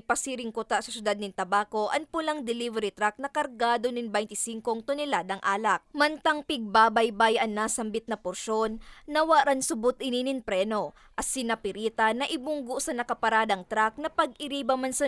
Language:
Bikol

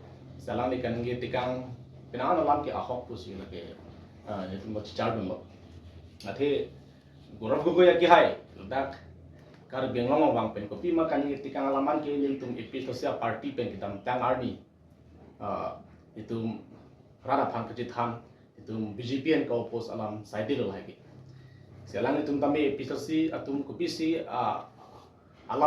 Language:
Karbi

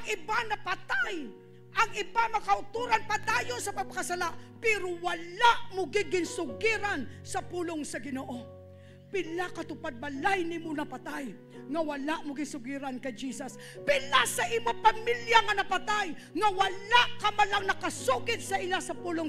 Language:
Hiligaynon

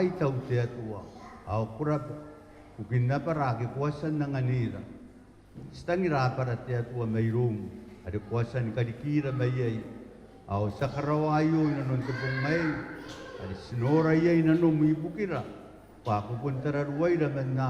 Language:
Gilbertese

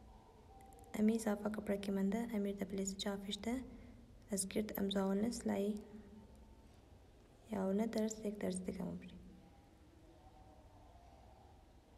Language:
Hazaragi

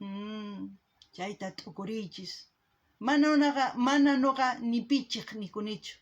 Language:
South Bolivian Quechua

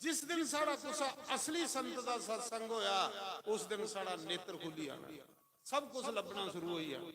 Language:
Dogri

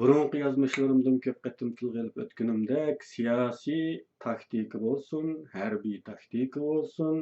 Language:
Uyghur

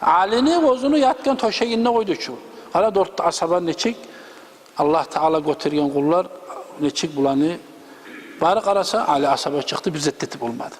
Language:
Kumyk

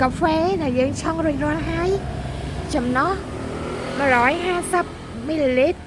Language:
Khmer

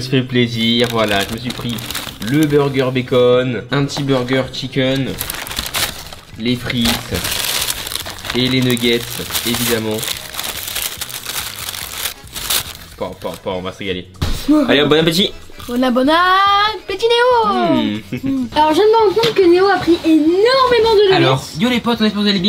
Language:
French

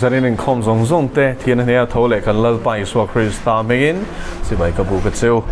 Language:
Mizo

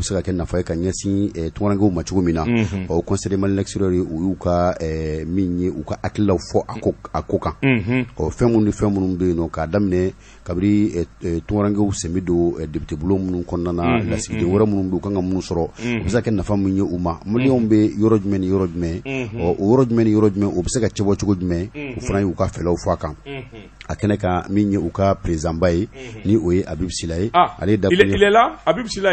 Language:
Bambara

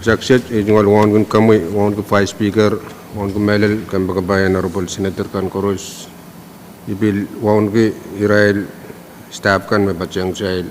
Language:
Pohnpeian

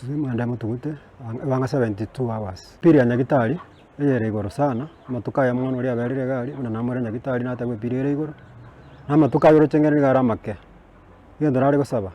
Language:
Gusii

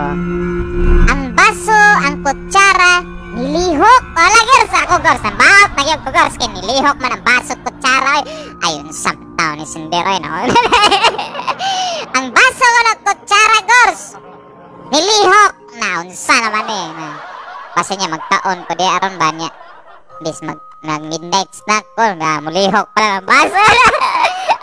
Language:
Cebuano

